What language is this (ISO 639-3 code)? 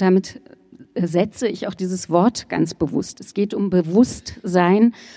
deu